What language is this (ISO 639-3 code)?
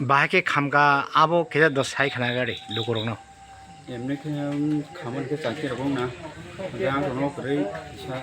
trp